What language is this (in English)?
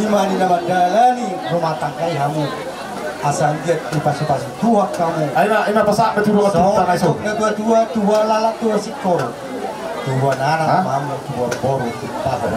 Batak Toba